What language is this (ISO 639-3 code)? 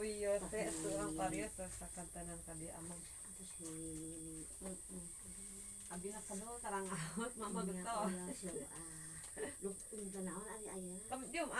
sun